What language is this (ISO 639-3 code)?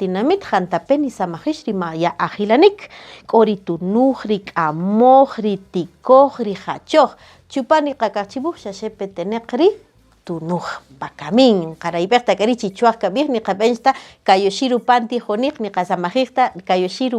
cak